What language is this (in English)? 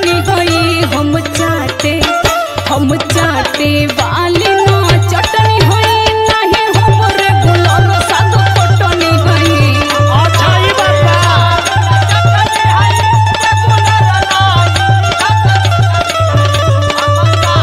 Bhojpuri